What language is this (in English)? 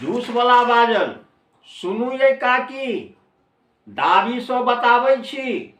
Maithili